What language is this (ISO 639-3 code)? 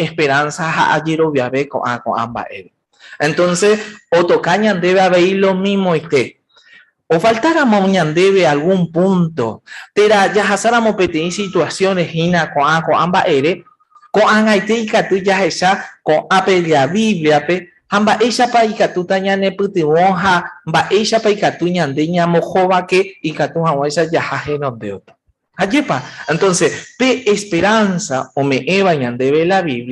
grn